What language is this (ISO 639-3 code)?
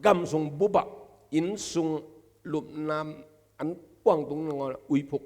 ctd